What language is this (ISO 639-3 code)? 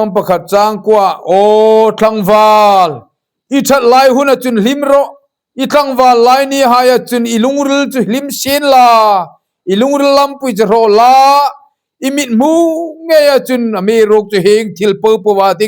hmr